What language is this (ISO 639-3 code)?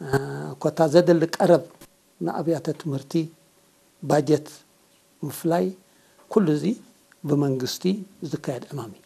tir